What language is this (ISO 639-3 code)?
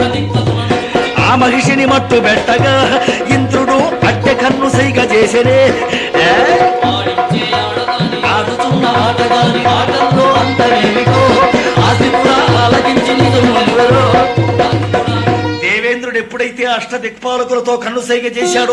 tel